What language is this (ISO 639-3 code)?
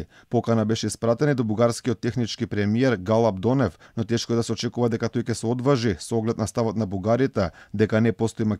mkd